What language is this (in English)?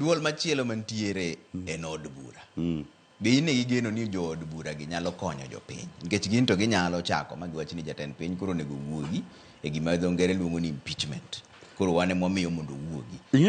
Luo (Kenya and Tanzania)